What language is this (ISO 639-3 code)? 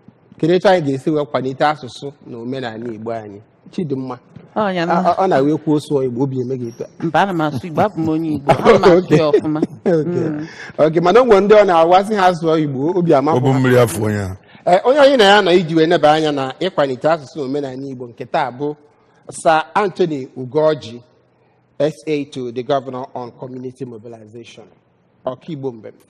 ibo